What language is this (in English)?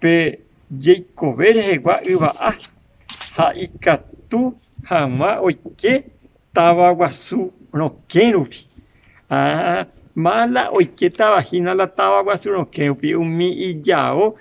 Guarani